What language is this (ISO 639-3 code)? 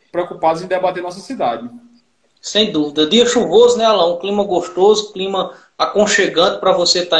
por